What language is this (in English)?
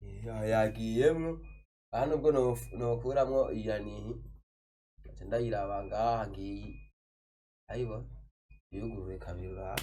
Rundi